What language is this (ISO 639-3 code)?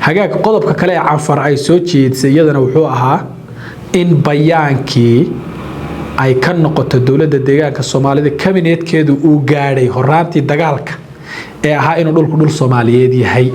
som